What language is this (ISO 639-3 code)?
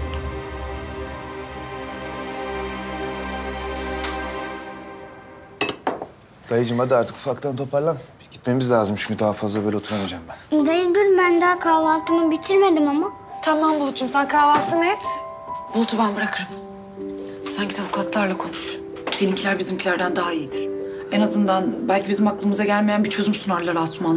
tur